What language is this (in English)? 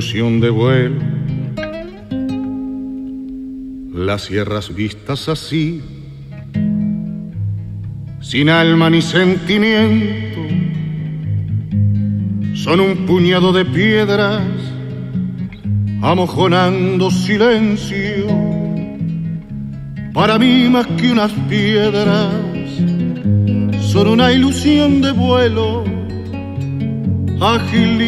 Spanish